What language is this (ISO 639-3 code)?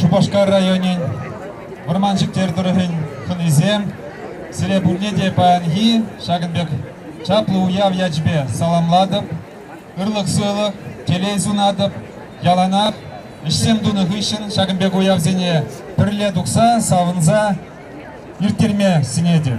chv